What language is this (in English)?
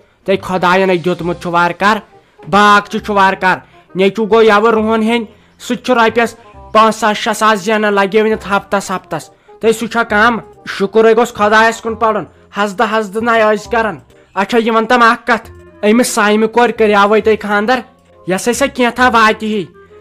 Kashmiri